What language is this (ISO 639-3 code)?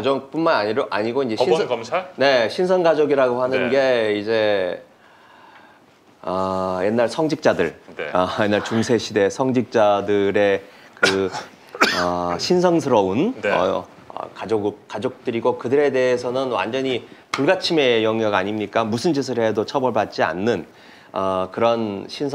kor